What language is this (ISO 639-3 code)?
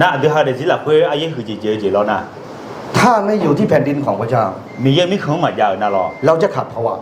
ahk